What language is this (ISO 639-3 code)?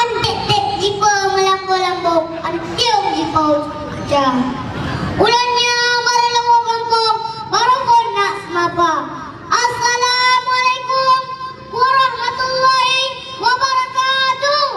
ace